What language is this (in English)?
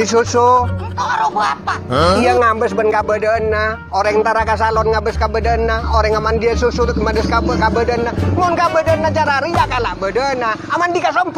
Madurese